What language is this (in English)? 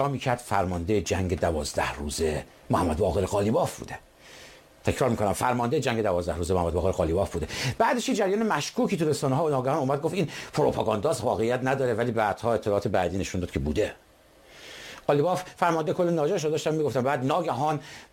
Persian